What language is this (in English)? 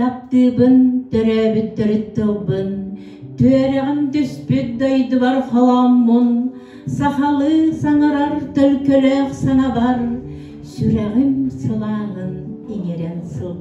Yakut